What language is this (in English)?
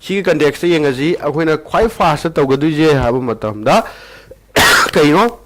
Manipuri